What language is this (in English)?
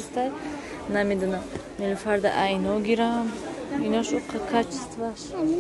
Tajik